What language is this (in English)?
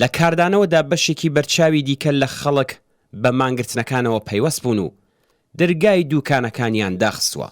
Central Kurdish